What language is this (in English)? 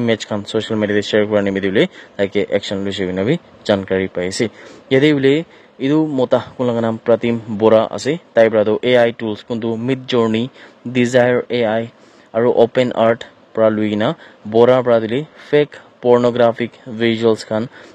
Naga Pidgin